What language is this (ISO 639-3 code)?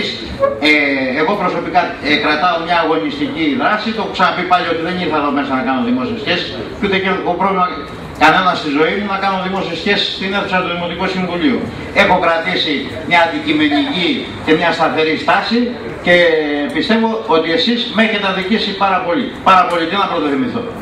ell